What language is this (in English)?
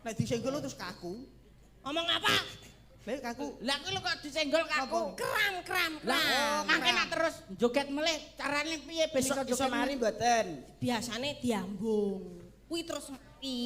Javanese